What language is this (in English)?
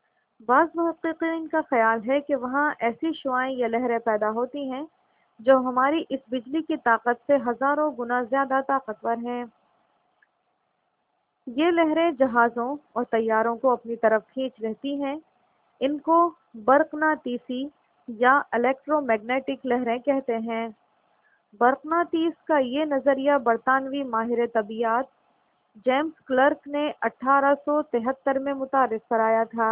Urdu